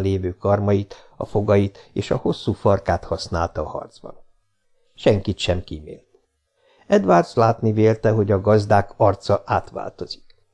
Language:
Hungarian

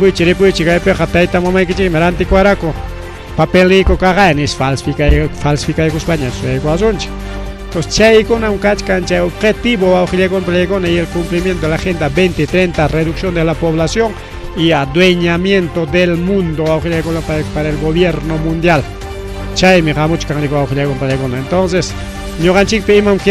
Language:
Ayacucho Quechua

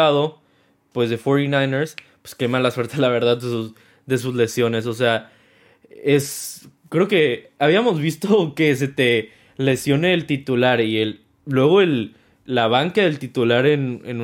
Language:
Spanish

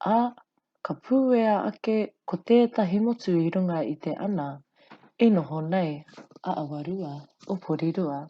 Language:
Māori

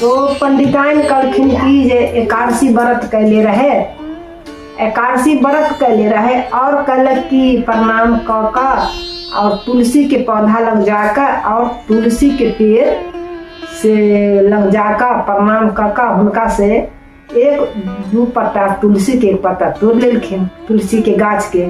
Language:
Maithili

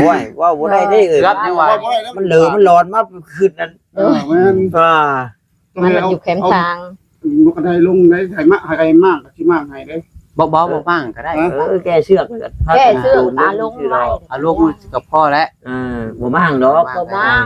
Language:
Northeastern Thai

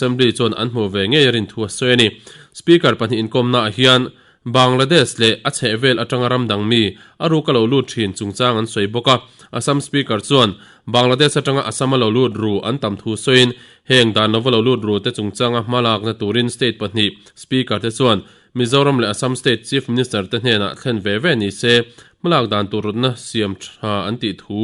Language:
Mizo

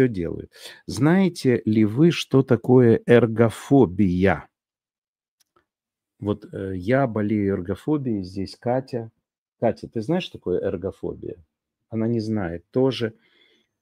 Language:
Russian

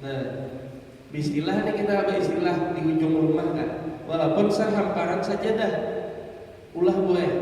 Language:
Banjar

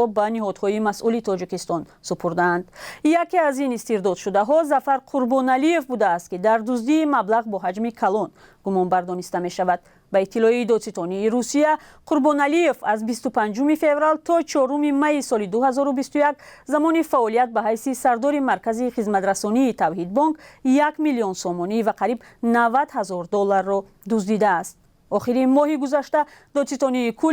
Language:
Tajik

